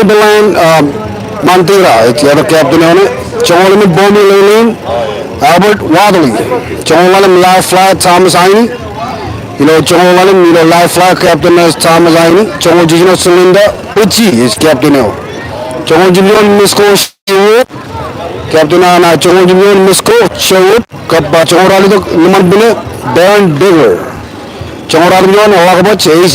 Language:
Marshallese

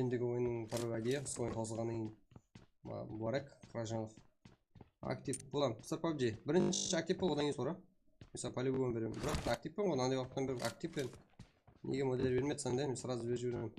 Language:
Kara-Kalpak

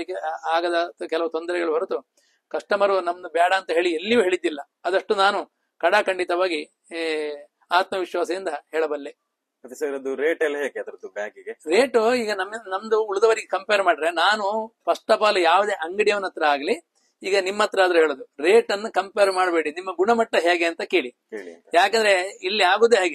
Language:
Kannada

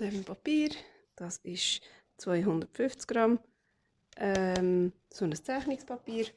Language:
Swiss German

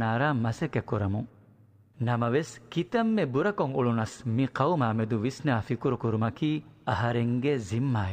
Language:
Divehi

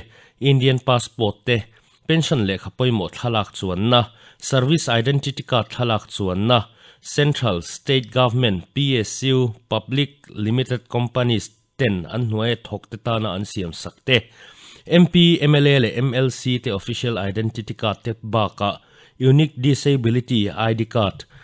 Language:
Mizo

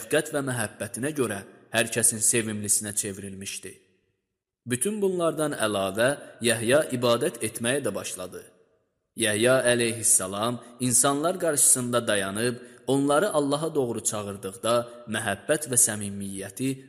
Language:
Azerbaijani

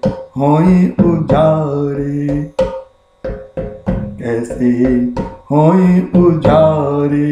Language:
Hindi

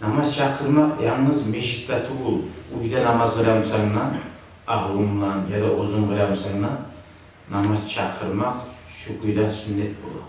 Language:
Kumyk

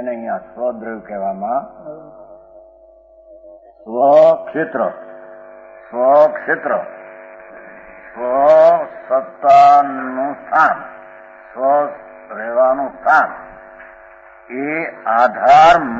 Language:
Gujarati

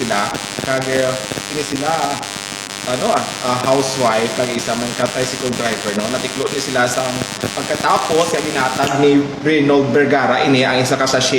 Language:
Hiligaynon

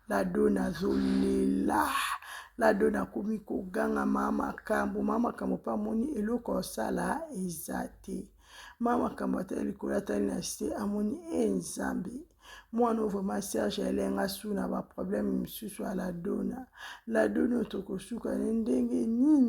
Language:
Lingala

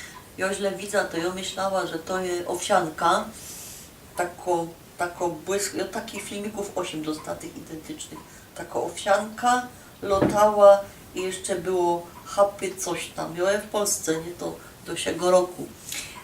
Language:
Silesian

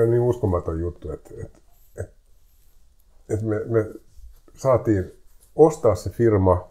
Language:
Finnish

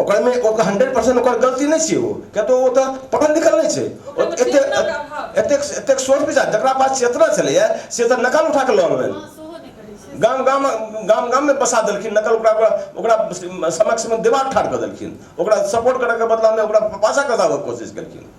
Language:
Maithili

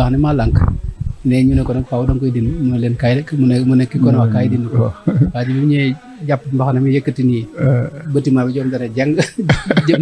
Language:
Wolof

